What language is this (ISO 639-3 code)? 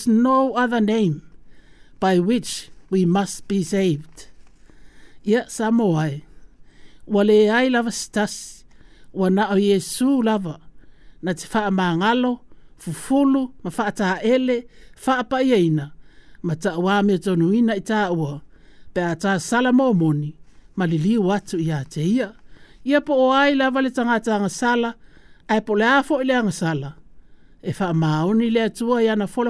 smo